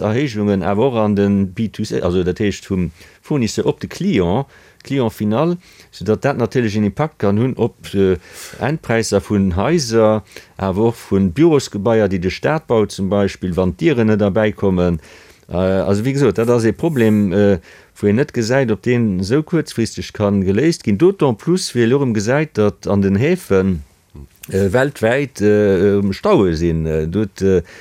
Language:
Luxembourgish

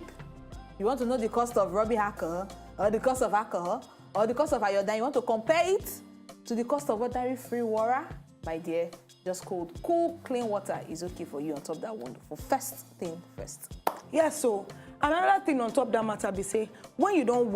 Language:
Nigerian Pidgin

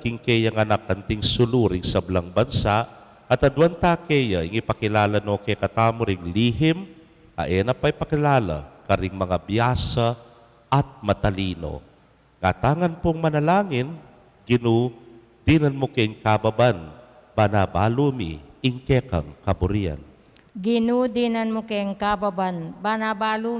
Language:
Pampanga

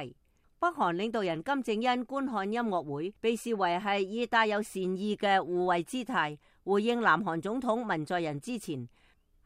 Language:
Cantonese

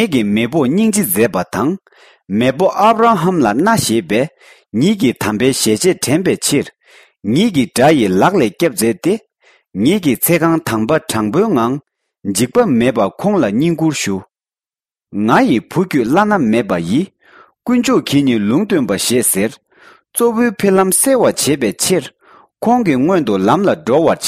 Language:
Tibetan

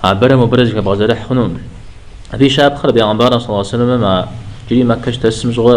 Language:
Kabardian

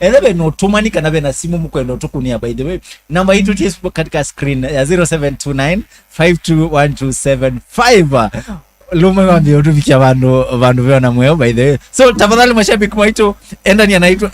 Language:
Kamba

